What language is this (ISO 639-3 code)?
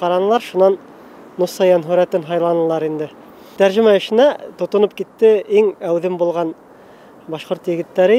bak